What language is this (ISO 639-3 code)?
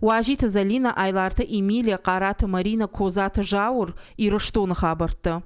oss